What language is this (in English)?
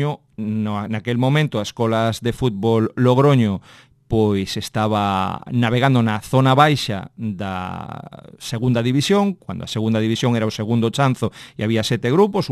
Galician